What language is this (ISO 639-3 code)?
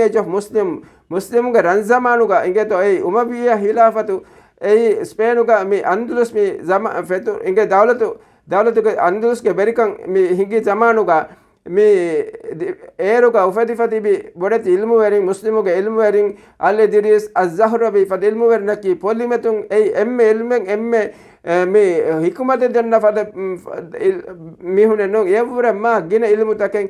div